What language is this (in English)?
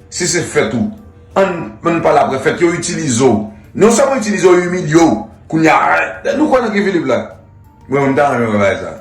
Haitian Creole